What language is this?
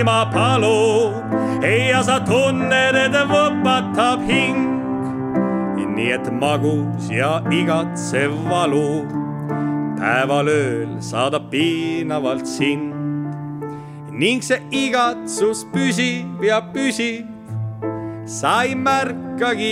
Estonian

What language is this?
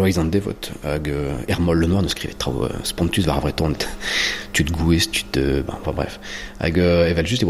Breton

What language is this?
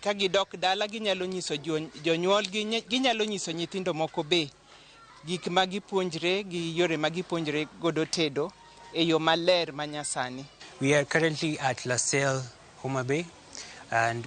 Luo (Kenya and Tanzania)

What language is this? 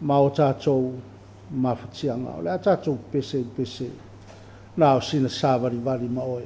Samoan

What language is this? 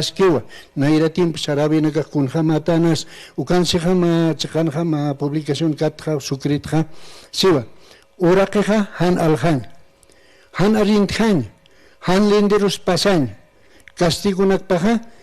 Aymara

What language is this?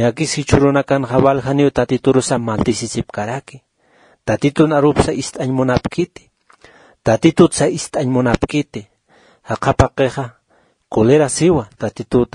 Aymara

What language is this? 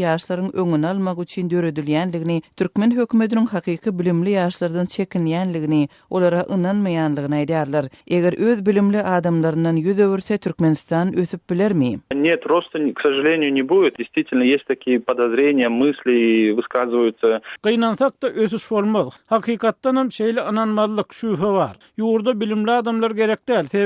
Turkmen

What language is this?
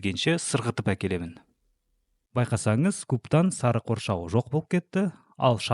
Kazakh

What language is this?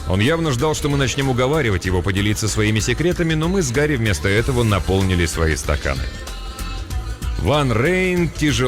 Russian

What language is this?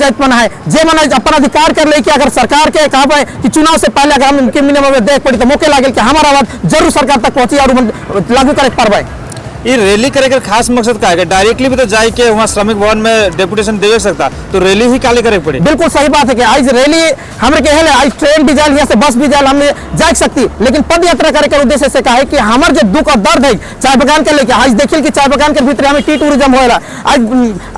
Sadri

